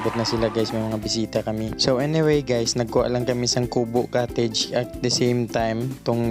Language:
Hiligaynon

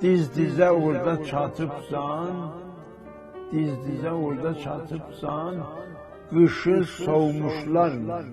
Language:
South Azerbaijani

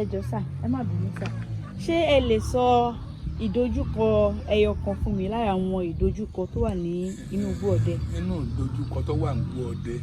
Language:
Yoruba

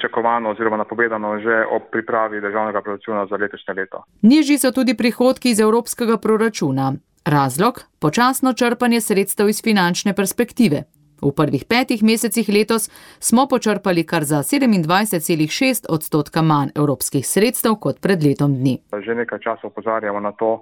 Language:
Slovenian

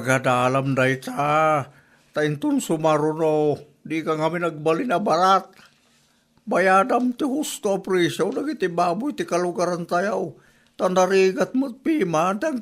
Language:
Iloko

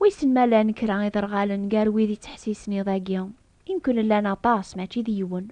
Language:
Kabyle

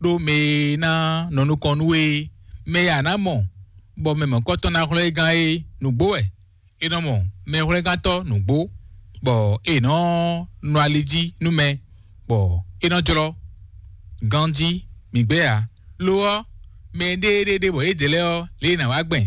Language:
Fon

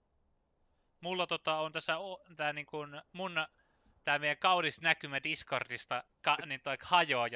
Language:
Finnish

